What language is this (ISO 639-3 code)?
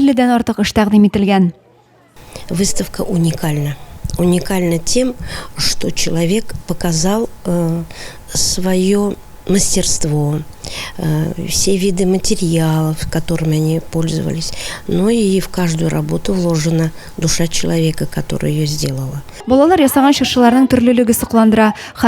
tat